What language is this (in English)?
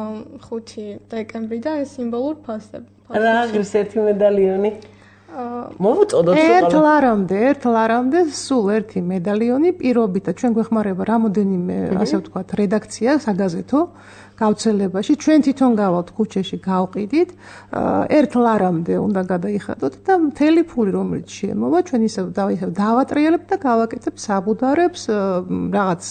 Georgian